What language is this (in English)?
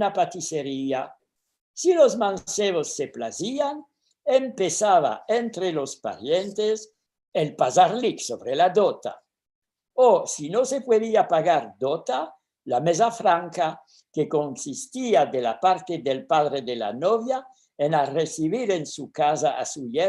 Ladino